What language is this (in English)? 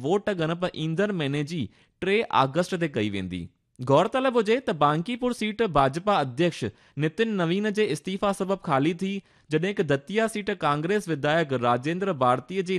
Sindhi